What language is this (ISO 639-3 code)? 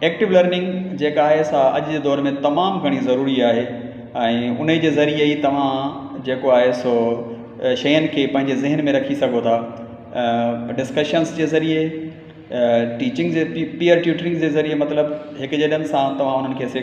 snd